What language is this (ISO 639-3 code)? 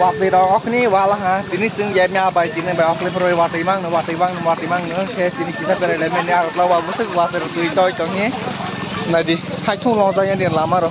trp